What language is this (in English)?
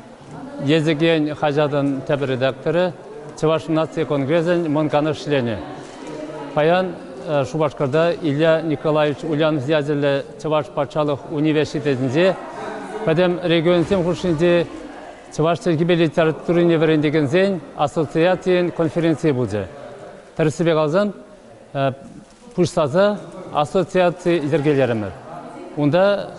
Chuvash